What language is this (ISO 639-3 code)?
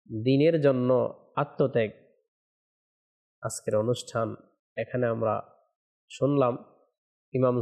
ben